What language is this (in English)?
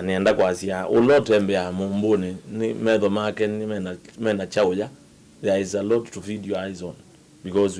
Kamba